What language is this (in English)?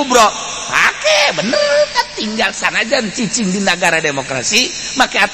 Sundanese